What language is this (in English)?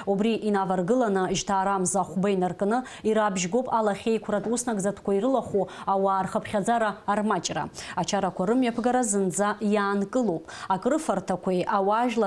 Abkhazian